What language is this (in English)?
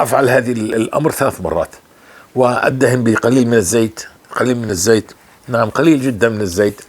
North Levantine Arabic